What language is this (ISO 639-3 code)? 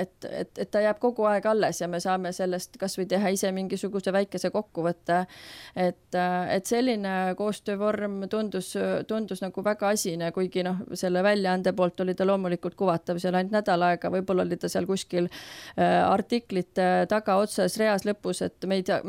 est